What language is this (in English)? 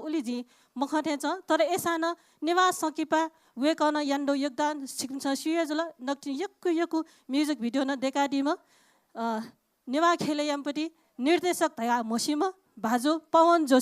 Newari